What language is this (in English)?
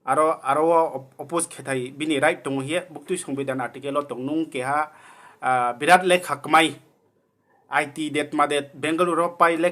Riang (India)